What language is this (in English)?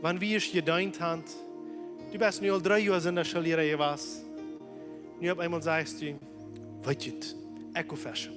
Plautdietsch